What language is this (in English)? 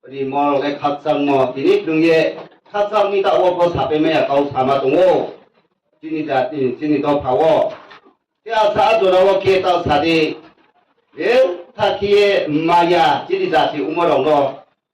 Riang (India)